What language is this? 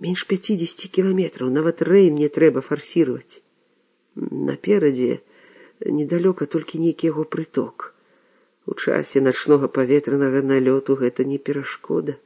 Belarusian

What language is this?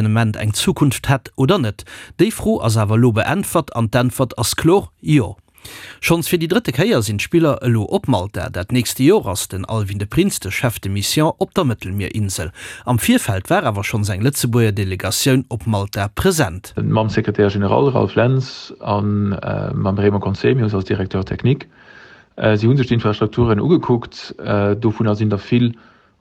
Luxembourgish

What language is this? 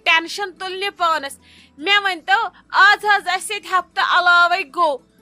Kashmiri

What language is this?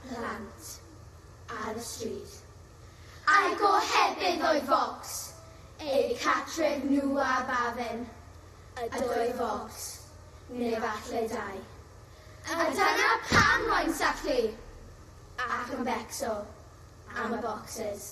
Welsh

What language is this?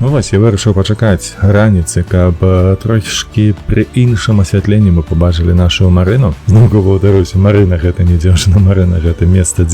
Belarusian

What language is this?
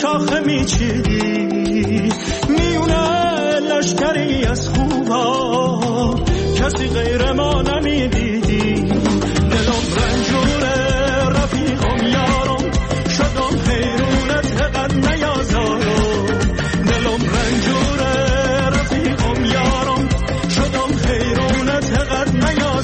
Persian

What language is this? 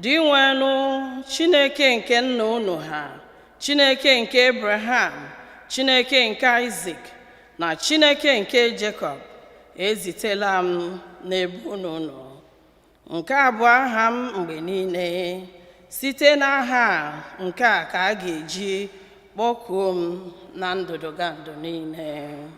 Igbo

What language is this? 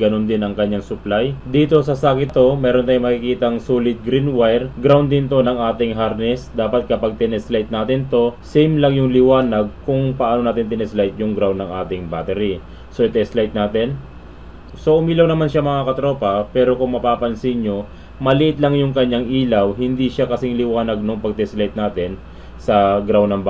Filipino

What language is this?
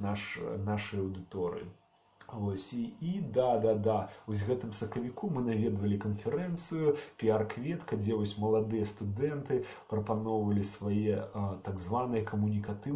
Belarusian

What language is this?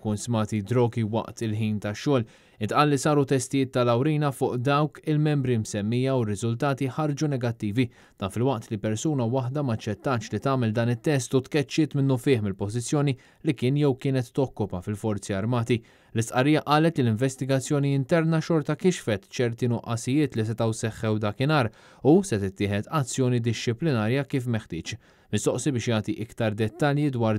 Maltese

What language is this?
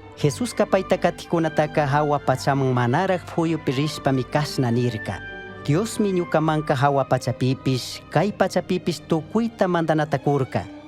Chimborazo Highland Quichua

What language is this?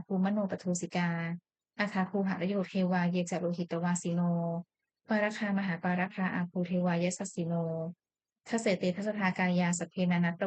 Pali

